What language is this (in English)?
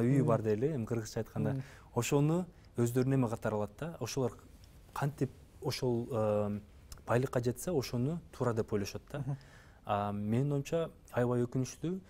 Kyrgyz